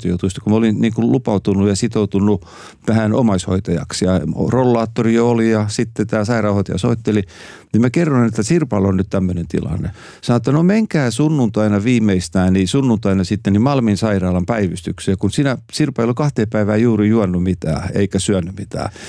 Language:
Finnish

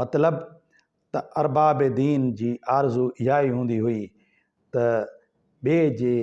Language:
Sindhi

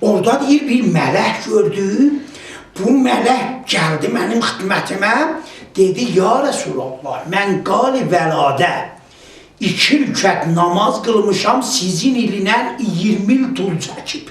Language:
South Azerbaijani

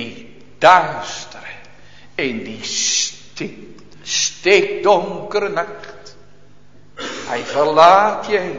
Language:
Dutch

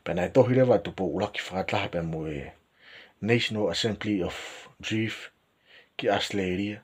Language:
Tongan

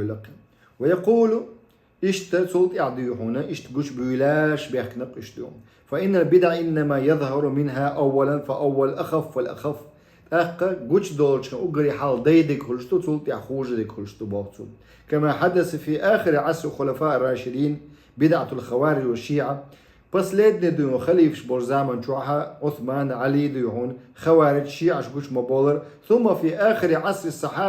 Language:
Chechen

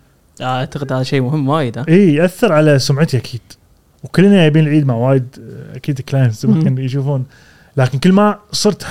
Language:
Gulf Arabic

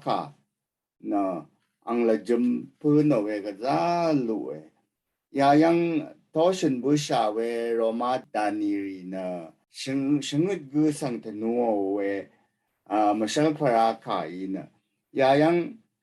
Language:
Rawang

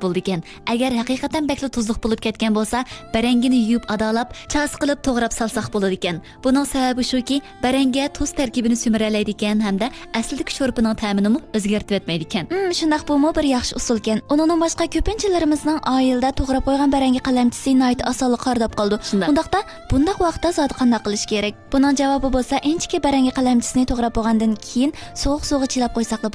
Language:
Uyghur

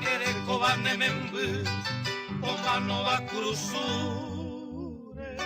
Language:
Guarani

